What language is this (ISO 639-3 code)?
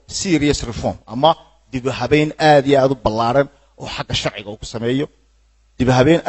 som